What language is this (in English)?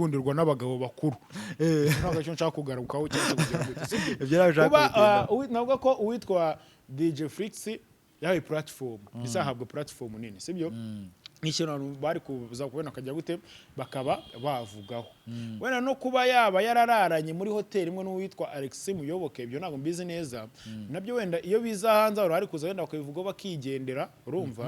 Kinyarwanda